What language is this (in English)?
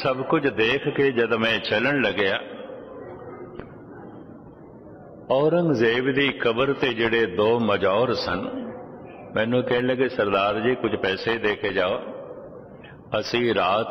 Punjabi